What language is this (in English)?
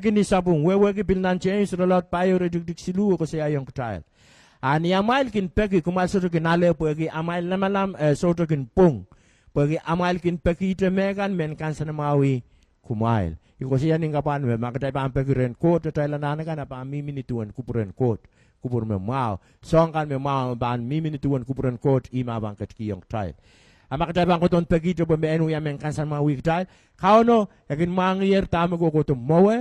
Pohnpeian